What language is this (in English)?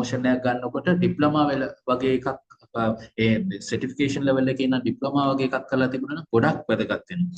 Sinhala